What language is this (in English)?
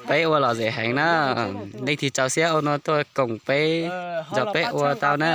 Hmong